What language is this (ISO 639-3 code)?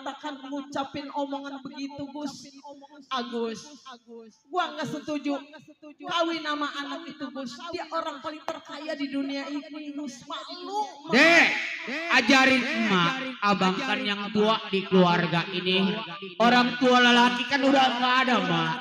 bew